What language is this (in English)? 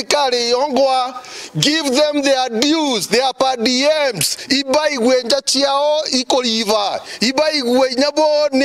Meru